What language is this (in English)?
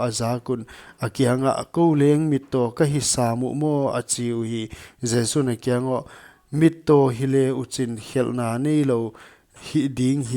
Paite Chin